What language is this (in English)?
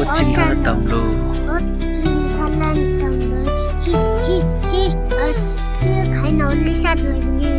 Tangkhul Naga (India)